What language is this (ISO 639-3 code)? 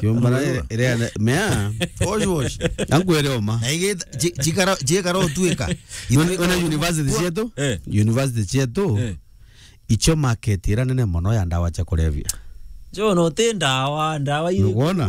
mer